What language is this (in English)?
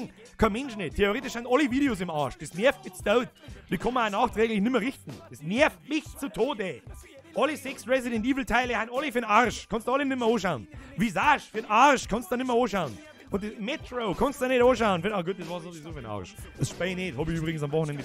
Bavarian